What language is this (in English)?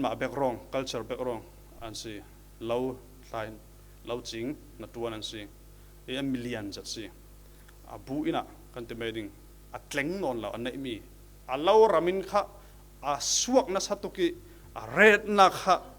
Falam Chin